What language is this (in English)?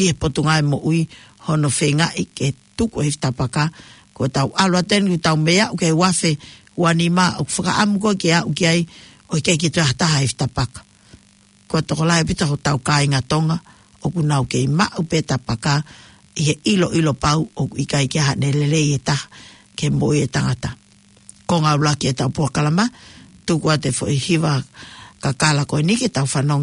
Tongan